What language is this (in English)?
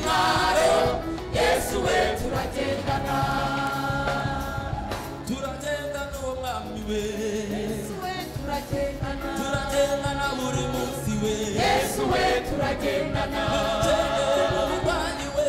Kinyarwanda